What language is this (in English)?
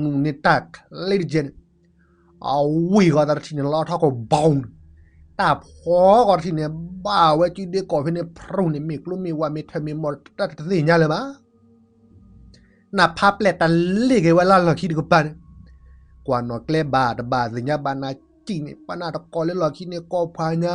S'gaw Karen